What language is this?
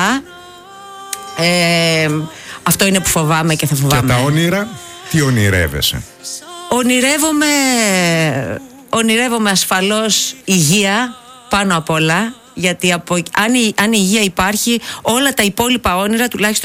Greek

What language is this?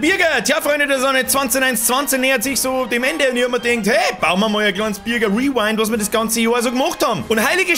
Bavarian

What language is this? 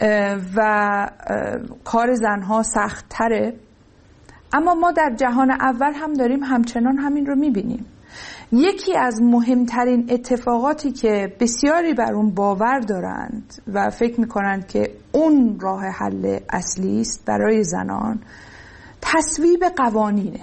Persian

